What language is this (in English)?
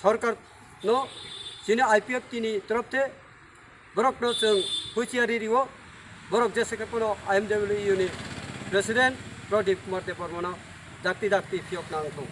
Kok Borok